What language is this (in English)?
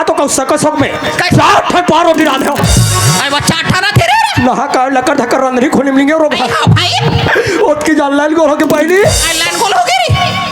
Chhattisgarhi